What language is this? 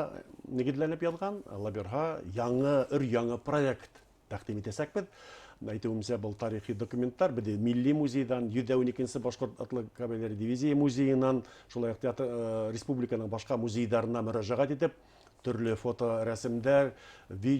Bashkir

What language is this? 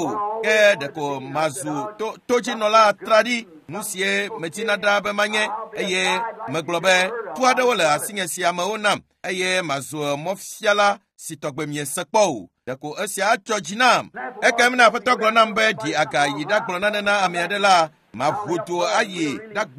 Ewe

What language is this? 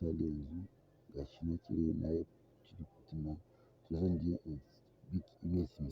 Hausa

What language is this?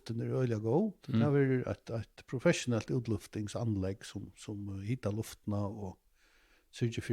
Faroese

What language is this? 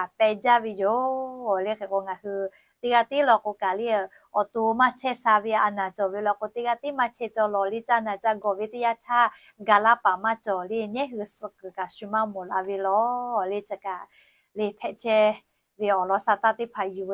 Lahu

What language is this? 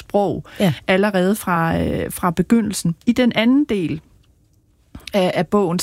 Danish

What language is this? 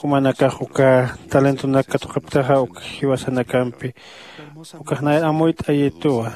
Aymara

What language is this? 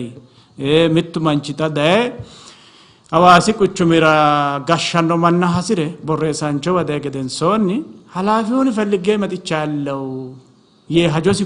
Sidamo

